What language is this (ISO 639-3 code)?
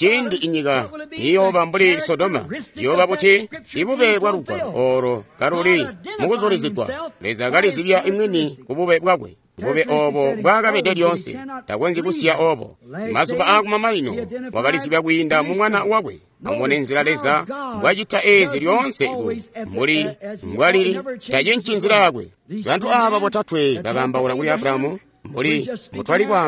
toi